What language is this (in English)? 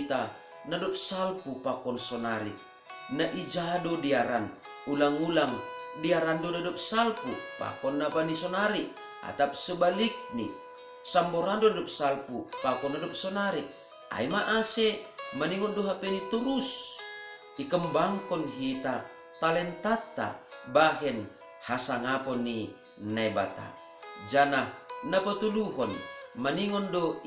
Batak Simalungun